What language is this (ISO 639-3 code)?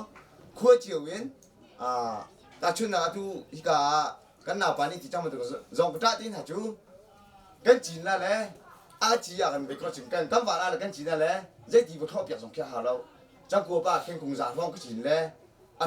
cnh